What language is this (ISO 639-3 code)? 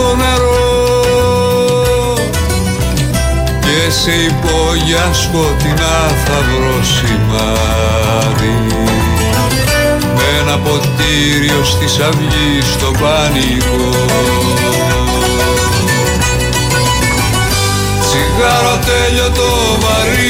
ell